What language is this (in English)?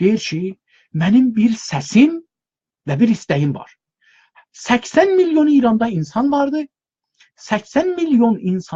South Azerbaijani